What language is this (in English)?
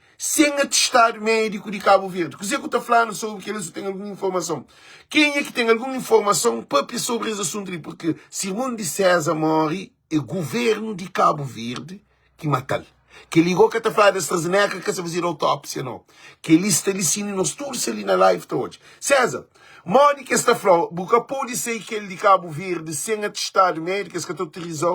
Kabuverdianu